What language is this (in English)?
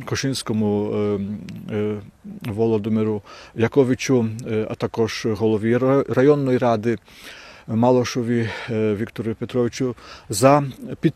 Ukrainian